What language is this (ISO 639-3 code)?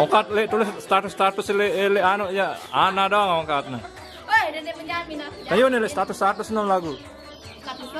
sas